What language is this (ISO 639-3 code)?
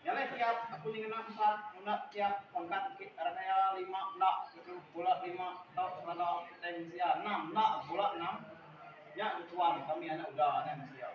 iba